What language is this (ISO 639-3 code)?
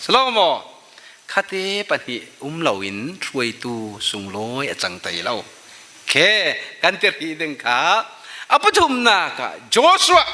cfm